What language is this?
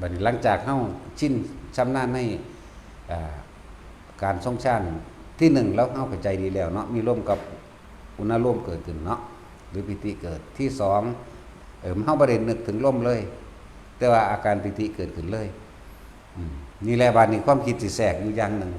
Northeastern Thai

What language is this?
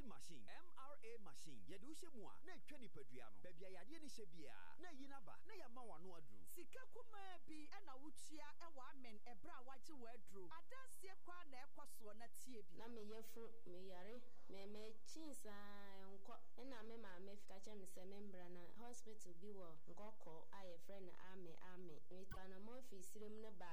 Akan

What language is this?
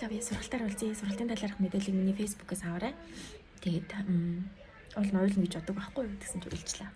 Mongolian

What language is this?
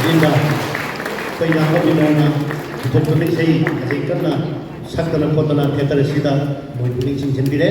Manipuri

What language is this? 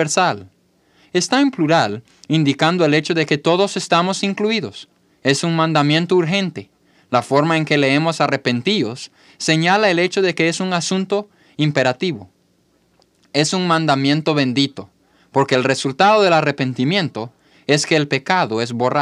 Spanish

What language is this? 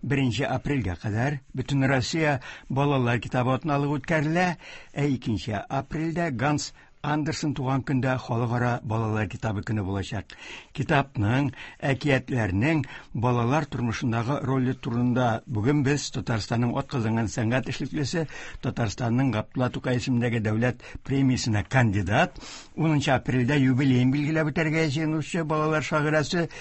Tatar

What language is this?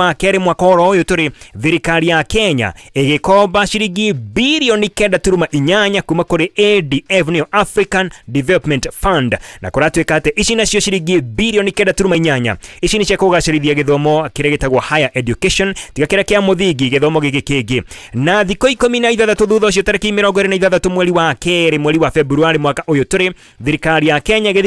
Kikuyu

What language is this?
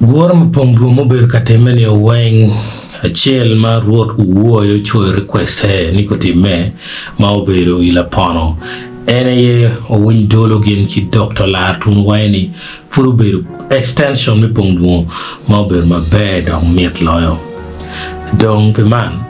Acoli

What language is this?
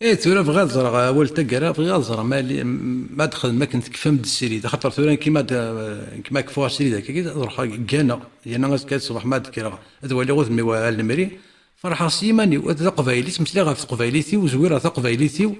Kabyle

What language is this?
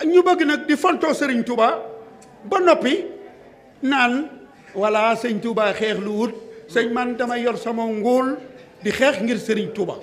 Wolof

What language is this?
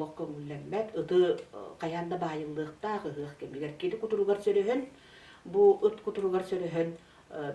Yakut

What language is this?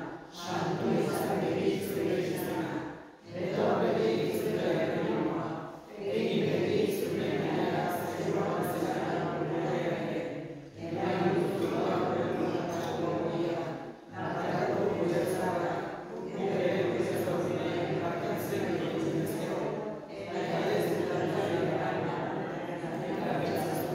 Basque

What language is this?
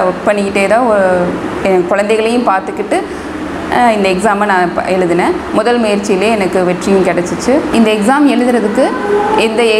Tamil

